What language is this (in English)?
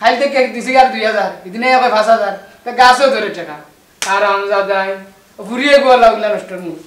Sylheti